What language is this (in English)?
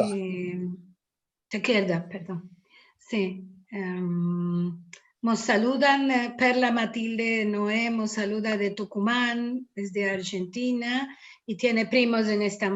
Ladino